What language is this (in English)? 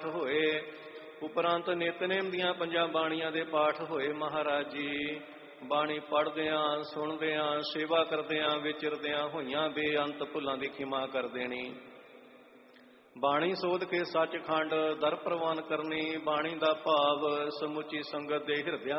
Punjabi